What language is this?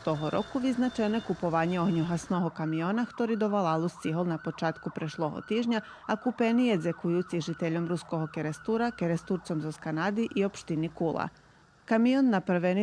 Rusyn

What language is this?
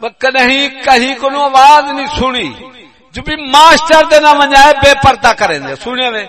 Saraiki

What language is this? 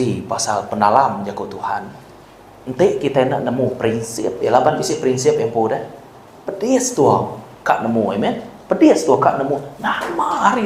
Iban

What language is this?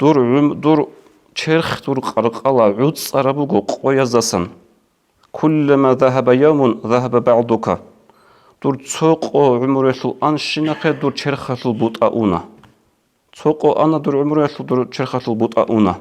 Avaric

